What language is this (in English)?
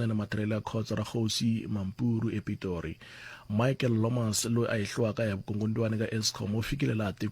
Tsonga